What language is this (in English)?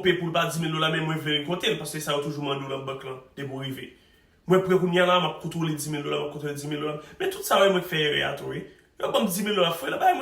Haitian Creole